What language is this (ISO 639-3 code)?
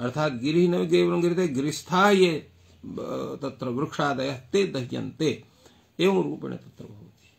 san